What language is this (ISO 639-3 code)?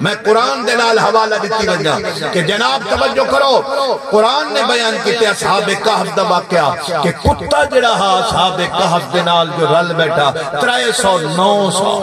skr